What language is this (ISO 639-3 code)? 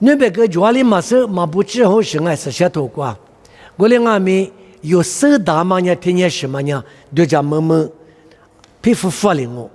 lis